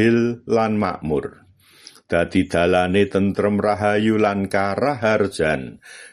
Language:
Javanese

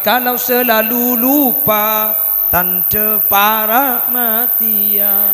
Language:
Madurese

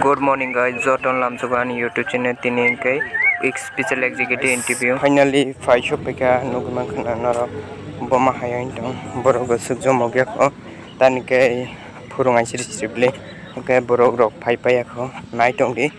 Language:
Kok Borok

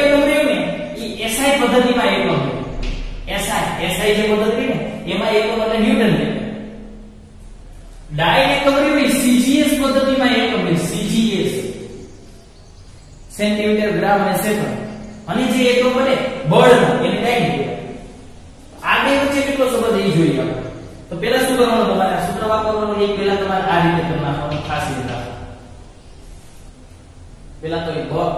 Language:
Gujarati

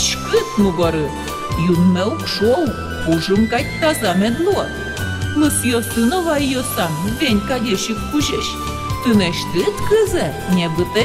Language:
Udmurt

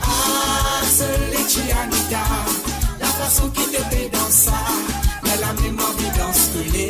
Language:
Morisyen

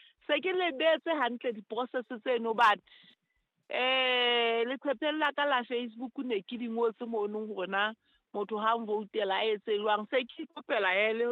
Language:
Southern Sotho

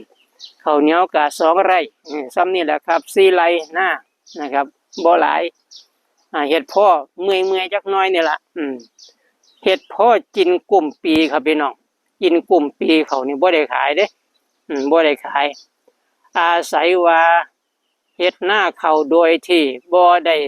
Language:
Northeastern Thai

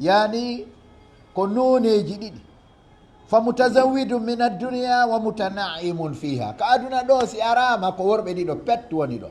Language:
Fula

